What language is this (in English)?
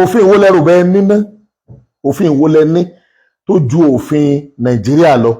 Yoruba